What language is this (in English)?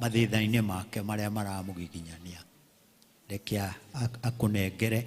Kikuyu